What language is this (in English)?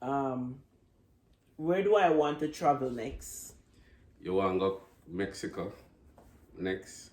Jamaican Creole English